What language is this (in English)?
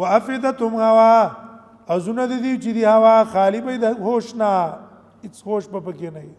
Pashto